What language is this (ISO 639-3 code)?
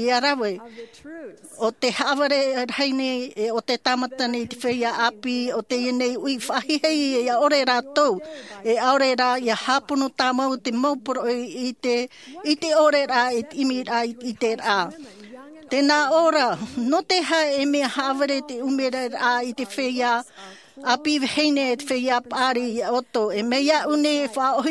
tah